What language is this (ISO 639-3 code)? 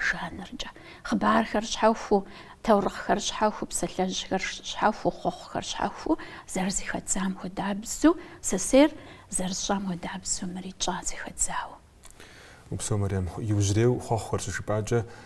kbd